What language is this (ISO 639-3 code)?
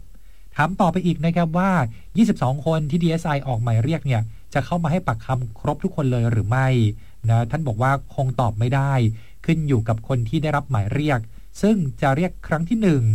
tha